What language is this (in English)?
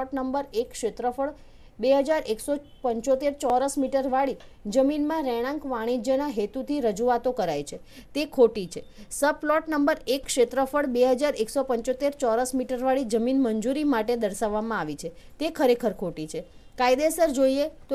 Gujarati